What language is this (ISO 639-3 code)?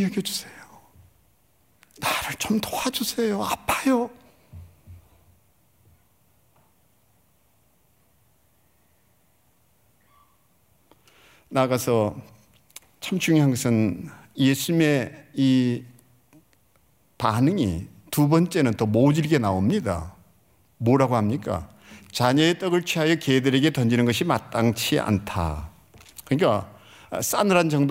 kor